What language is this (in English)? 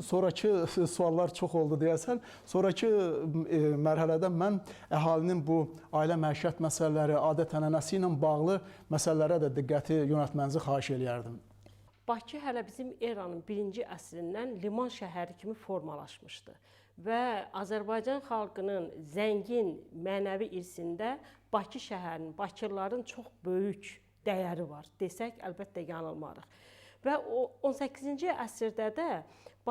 Azerbaijani